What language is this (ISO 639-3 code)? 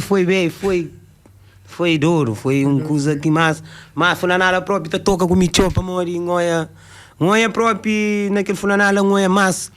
kea